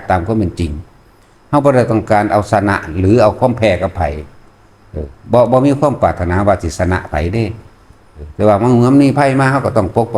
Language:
Northeastern Thai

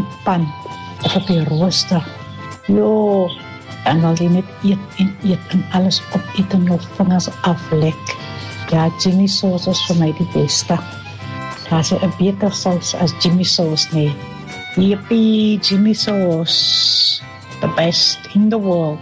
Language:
Afrikaans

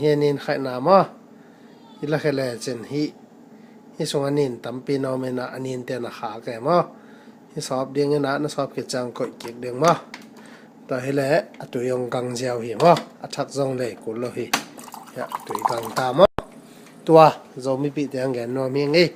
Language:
Tedim Chin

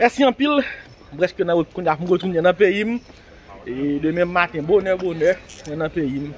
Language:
Haitian Creole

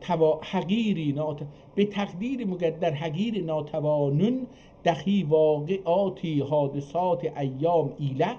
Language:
South Azerbaijani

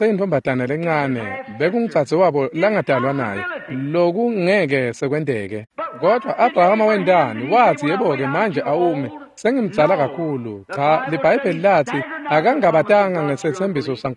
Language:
Swati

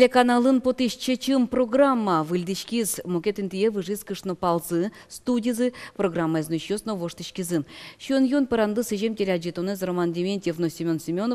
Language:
Udmurt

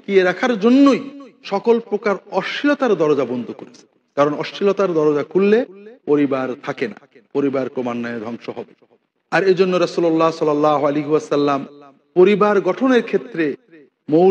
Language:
Bangla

